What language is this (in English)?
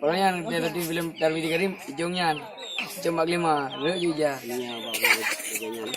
Achinese